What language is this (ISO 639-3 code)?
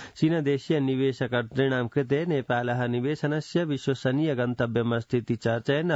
san